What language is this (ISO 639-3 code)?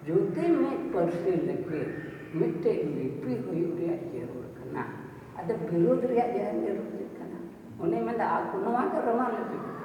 sat